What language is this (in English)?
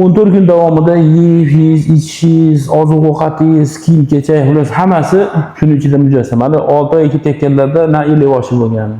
Uzbek